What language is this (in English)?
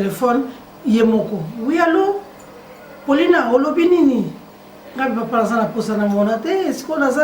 Lingala